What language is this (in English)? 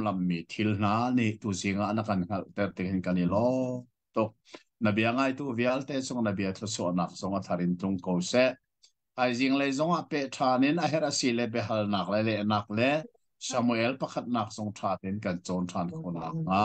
Hakha Chin